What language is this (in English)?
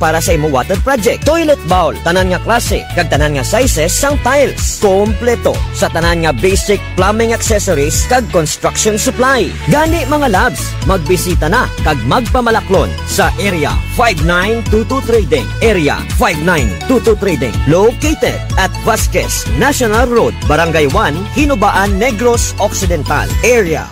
Hiligaynon